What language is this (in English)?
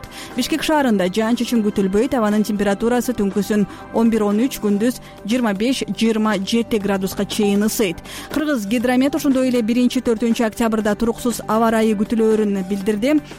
Kyrgyz